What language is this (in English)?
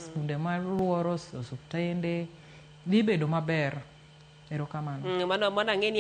Luo (Kenya and Tanzania)